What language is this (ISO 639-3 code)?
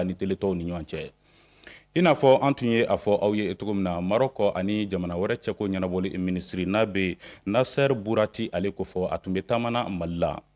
bam